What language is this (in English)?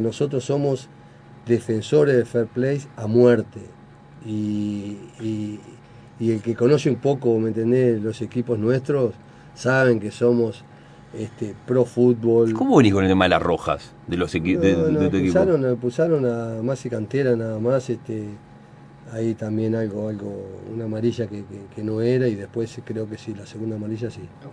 Spanish